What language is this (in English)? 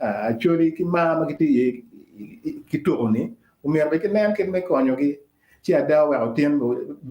Acoli